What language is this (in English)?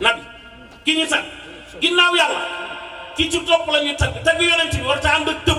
Wolof